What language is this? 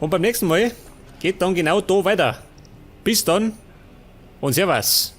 Bavarian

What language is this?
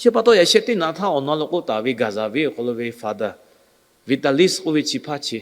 Lahu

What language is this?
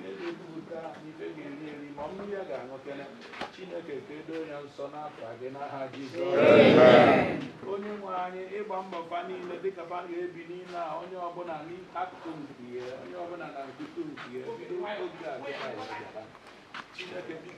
Igbo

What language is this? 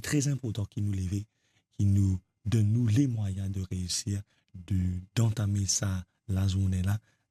Morisyen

